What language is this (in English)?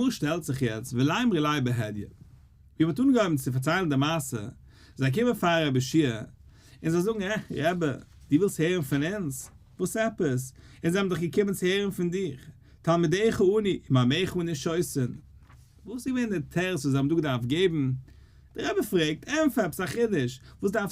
Yiddish